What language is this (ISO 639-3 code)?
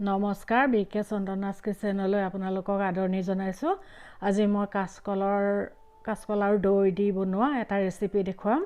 asm